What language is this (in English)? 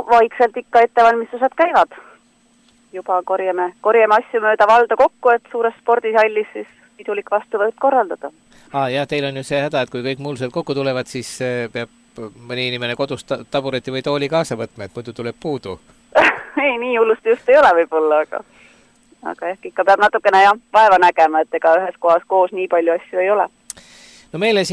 Estonian